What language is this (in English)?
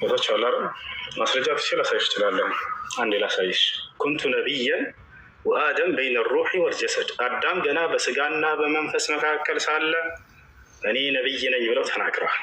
Amharic